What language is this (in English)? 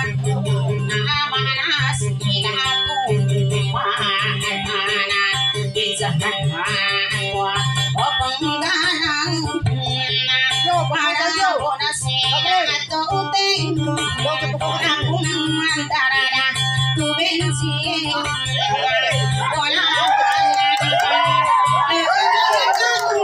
Indonesian